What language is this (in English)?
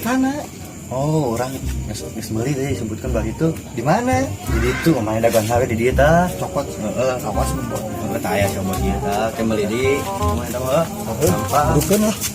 Sundanese